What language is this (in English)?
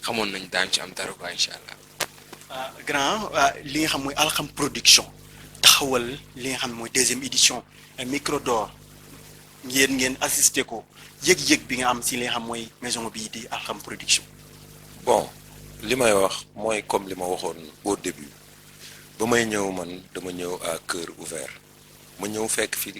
Wolof